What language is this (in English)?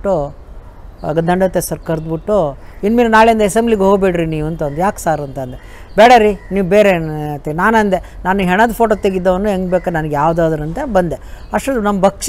Kannada